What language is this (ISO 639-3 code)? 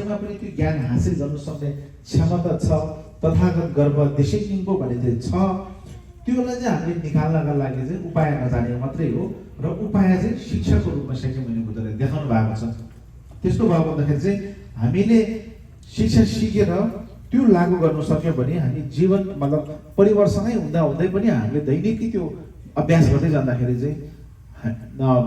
nep